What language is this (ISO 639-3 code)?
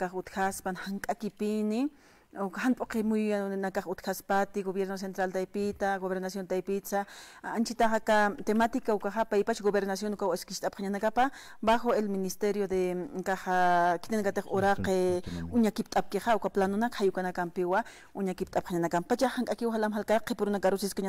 aym